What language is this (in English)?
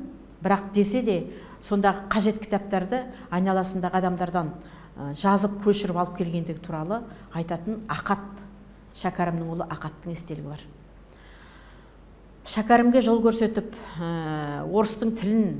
Kazakh